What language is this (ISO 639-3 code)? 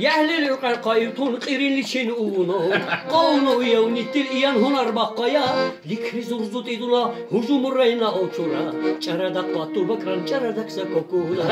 lbe